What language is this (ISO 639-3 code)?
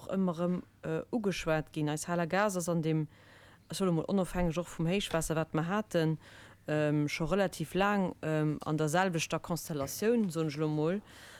ltz